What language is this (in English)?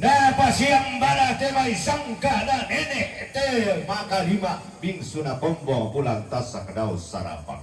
Toraja-Sa'dan